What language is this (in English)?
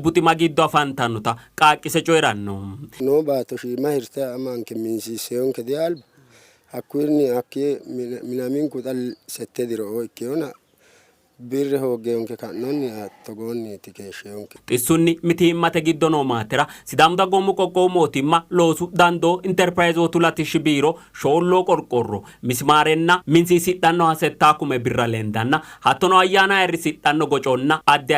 Sidamo